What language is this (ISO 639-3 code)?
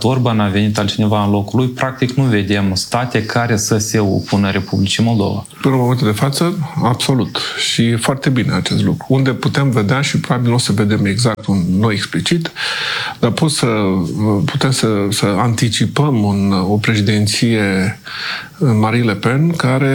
ron